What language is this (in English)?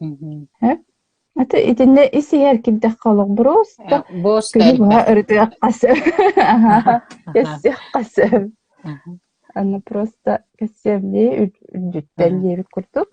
Yakut